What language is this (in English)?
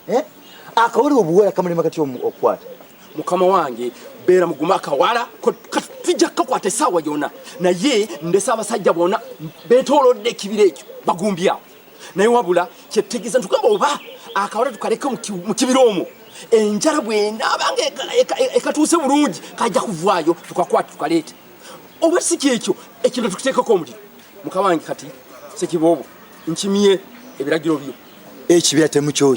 Ganda